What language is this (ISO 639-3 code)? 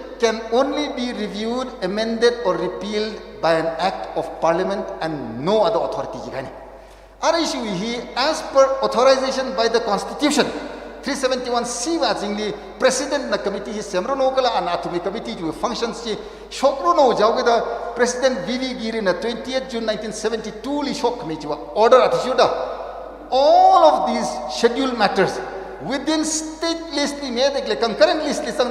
nmf